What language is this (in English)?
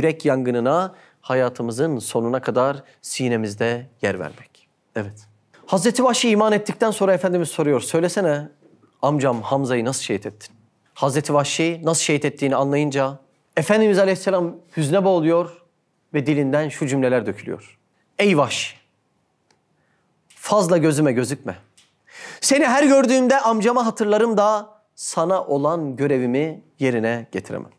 Turkish